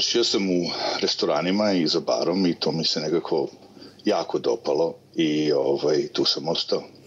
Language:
Serbian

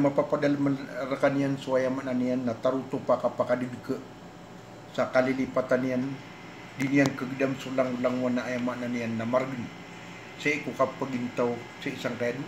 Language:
Maranao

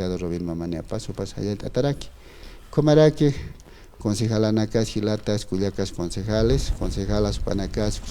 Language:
Aymara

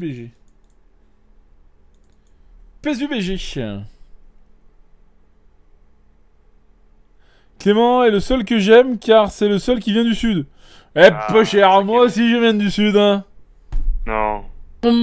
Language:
French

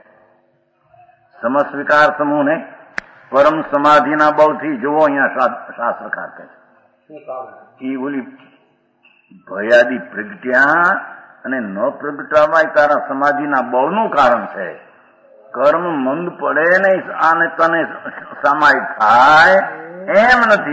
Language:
Gujarati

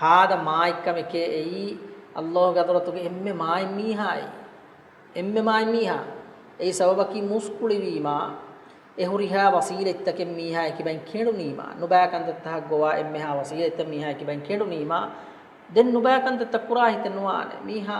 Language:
Divehi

